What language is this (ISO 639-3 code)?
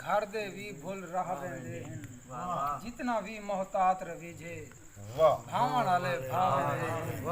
skr